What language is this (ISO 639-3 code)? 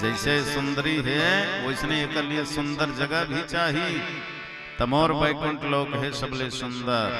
hne